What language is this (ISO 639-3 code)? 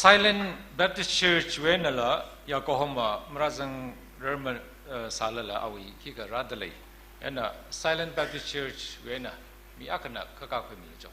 nmf